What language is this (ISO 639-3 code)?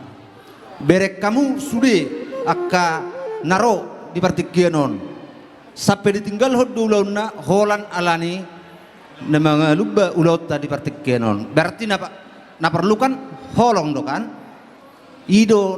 bbc